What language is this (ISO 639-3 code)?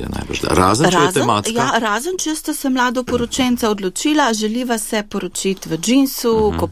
slv